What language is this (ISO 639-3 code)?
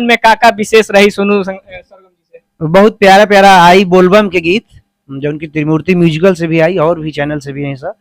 bho